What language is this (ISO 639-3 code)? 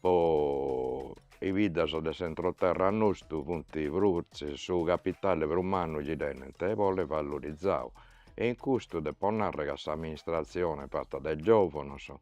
srd